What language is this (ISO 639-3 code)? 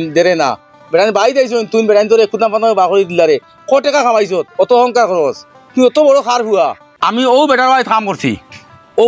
syl